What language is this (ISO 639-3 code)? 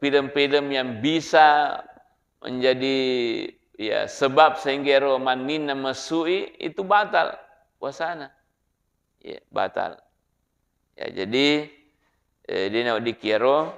bug